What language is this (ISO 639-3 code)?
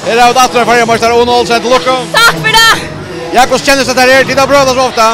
fao